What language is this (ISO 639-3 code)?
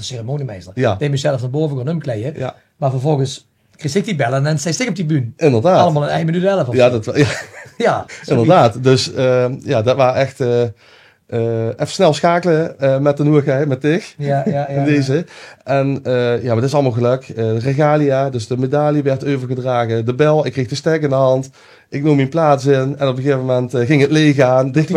lim